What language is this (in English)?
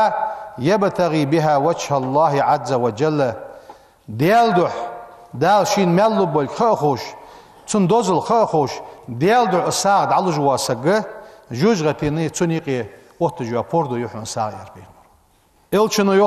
Ingush